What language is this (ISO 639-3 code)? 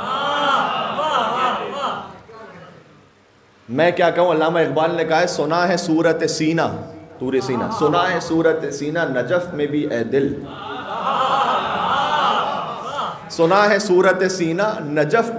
urd